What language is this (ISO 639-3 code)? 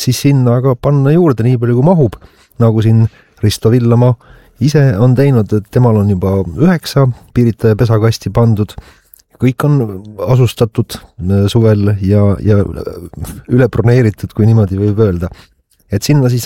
est